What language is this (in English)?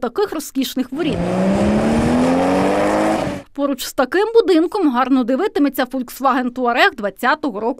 Ukrainian